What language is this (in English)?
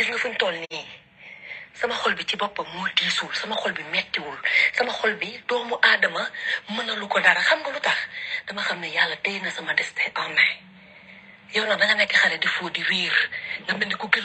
Wolof